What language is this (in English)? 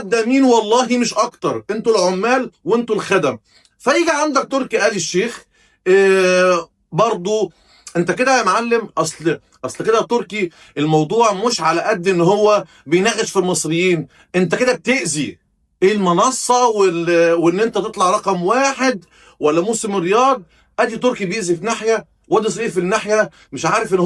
Egyptian Arabic